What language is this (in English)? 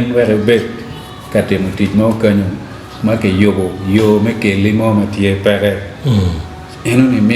Acoli